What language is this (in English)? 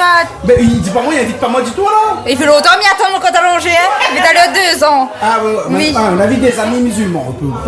Réunion Creole French